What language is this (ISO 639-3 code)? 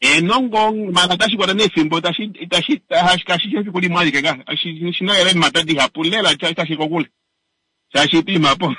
kua